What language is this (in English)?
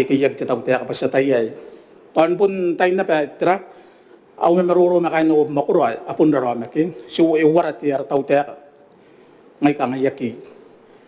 Gilbertese